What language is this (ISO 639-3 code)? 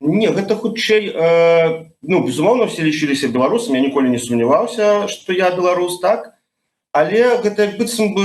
bel